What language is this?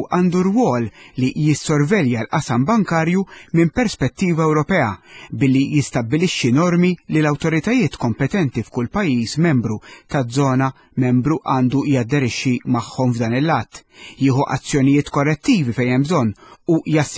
Maltese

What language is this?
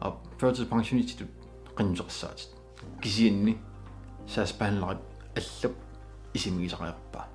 Kalaallisut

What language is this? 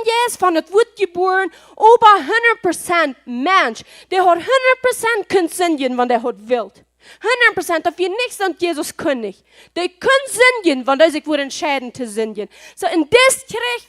Plautdietsch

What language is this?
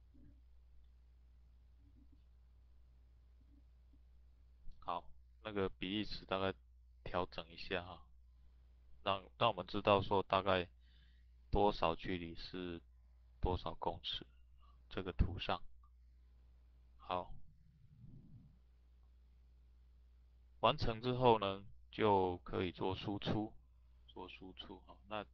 Chinese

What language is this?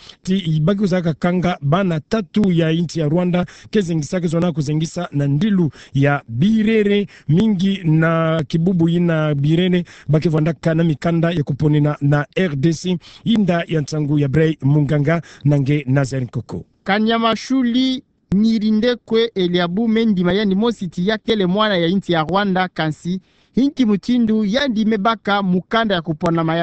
Kituba (Democratic Republic of Congo)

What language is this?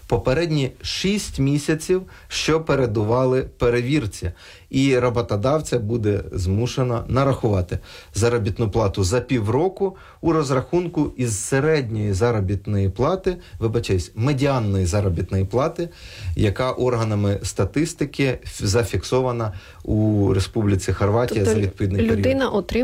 Ukrainian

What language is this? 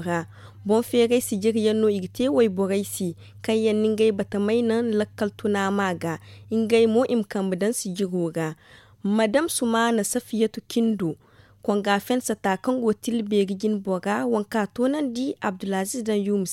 Zarma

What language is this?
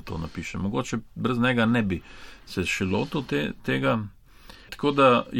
Slovenian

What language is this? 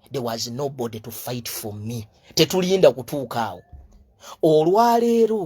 Ganda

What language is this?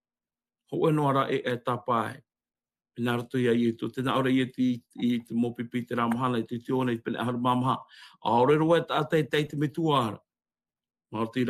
Tahitian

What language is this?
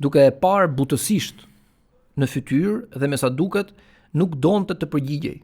Albanian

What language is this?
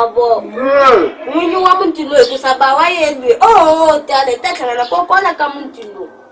Tsonga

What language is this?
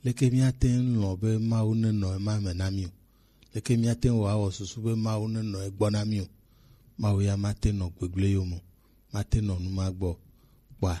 Gen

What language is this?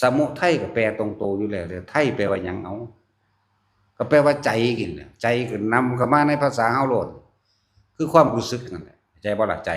Northeastern Thai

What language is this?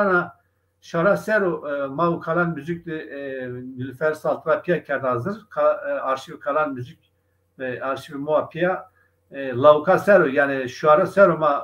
Zaza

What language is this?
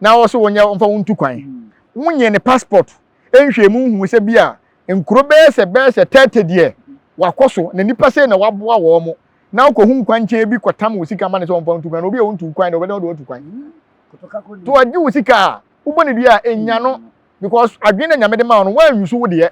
Akan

